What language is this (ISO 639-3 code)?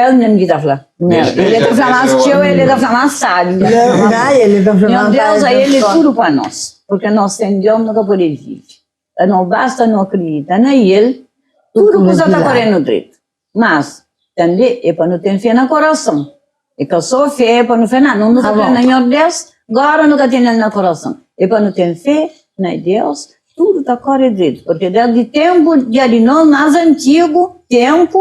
kea